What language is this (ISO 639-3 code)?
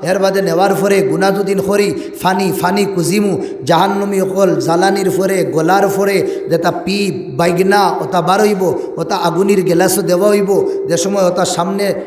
syl